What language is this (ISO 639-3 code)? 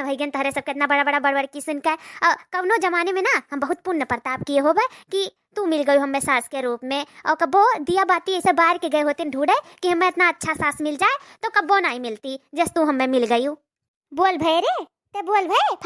awa